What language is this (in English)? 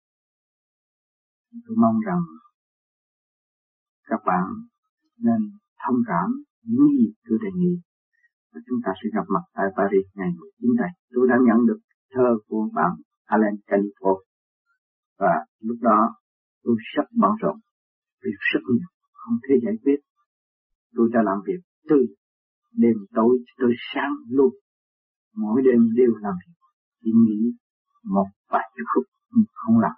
Vietnamese